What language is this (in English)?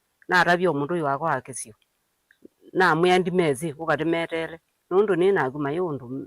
Kamba